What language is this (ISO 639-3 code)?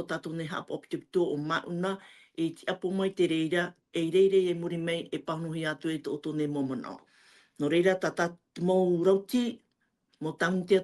tah